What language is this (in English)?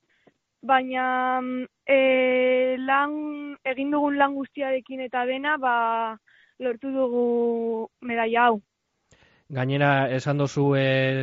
Basque